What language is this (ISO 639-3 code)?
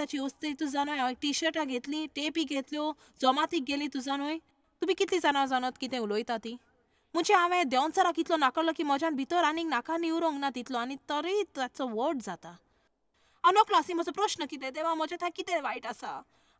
kok